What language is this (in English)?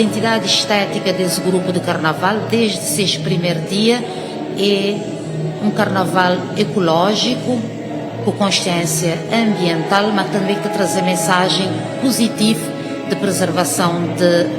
Kabuverdianu